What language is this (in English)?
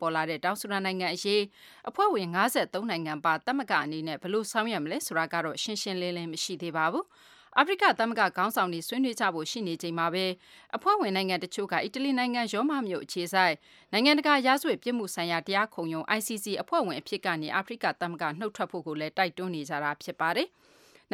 Burmese